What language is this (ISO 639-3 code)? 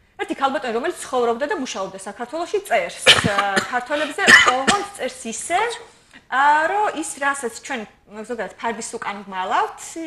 kat